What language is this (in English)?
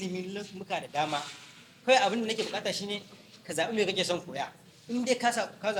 Hausa